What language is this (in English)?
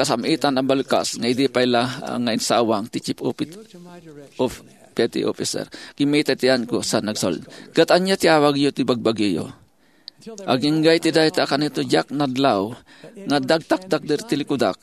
Iloko